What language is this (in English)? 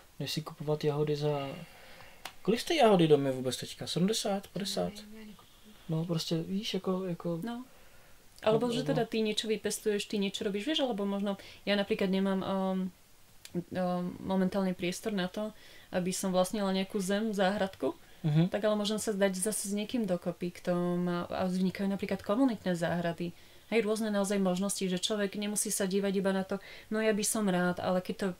Slovak